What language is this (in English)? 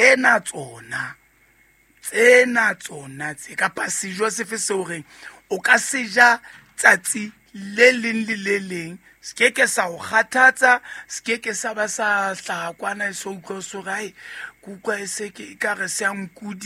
Southern Sotho